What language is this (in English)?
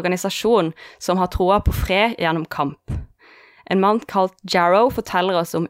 Norwegian